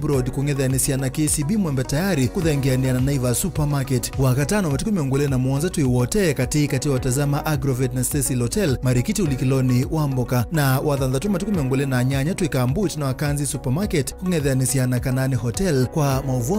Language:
Kamba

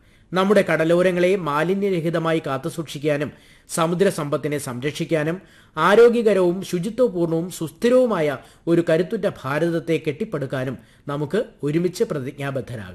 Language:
Malayalam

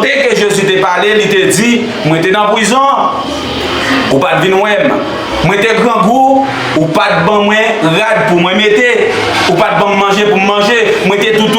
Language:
Haitian Creole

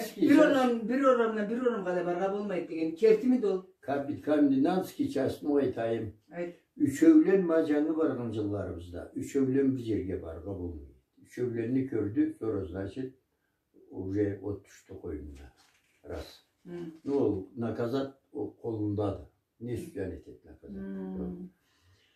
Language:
Karachay-Balkar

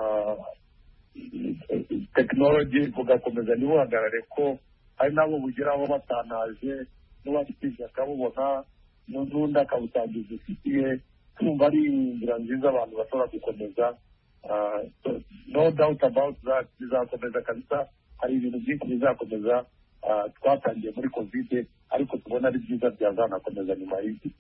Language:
Kinyarwanda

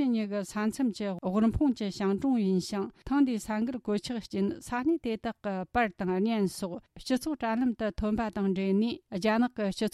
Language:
Tibetan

